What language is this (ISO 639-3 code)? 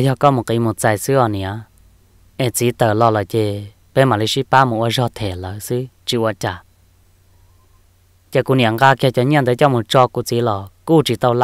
vie